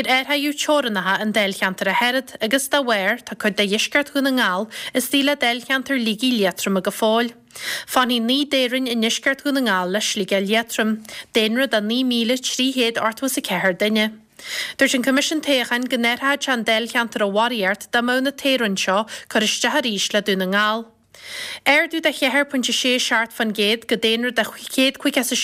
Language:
Irish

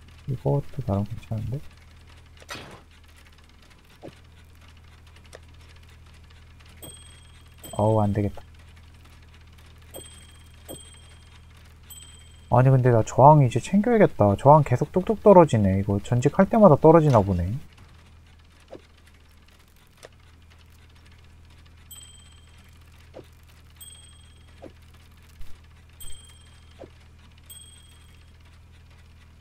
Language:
Korean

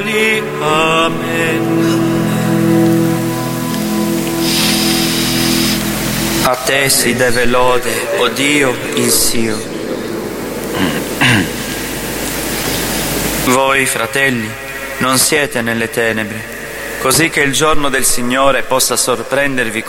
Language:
Italian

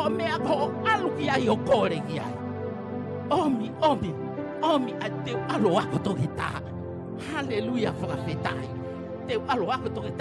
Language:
Tongan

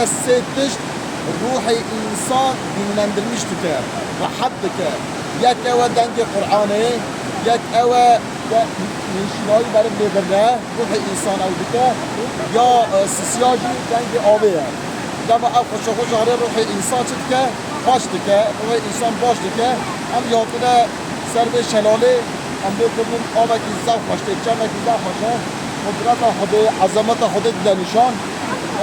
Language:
Kurdish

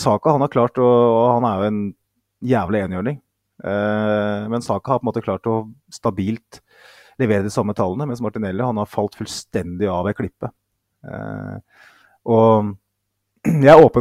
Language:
Norwegian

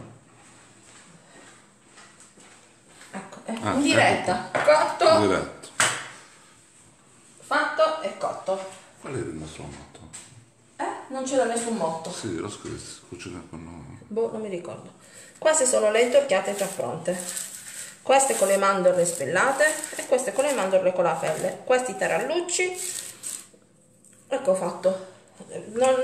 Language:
Italian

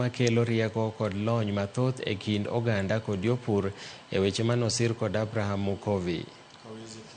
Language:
Luo (Kenya and Tanzania)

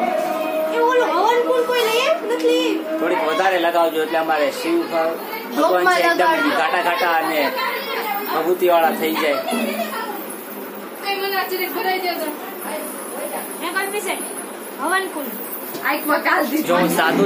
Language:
Gujarati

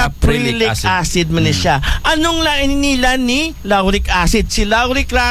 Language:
Aklanon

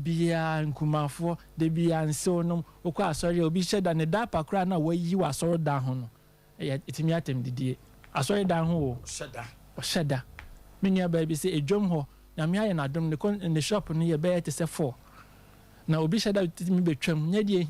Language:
Akan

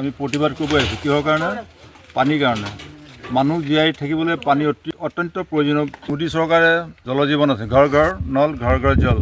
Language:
Assamese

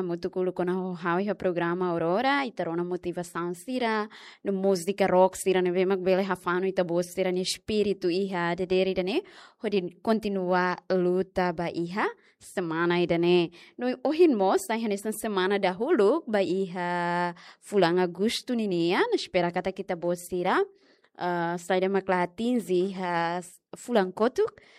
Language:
Tetum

